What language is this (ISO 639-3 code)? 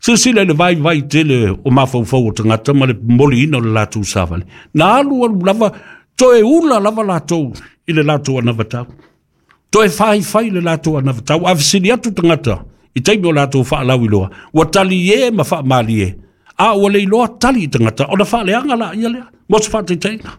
smo